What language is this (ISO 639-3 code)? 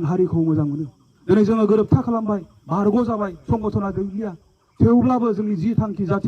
brx